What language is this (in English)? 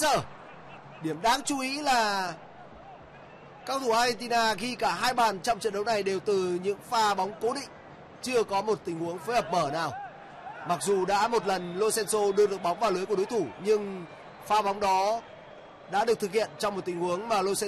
Vietnamese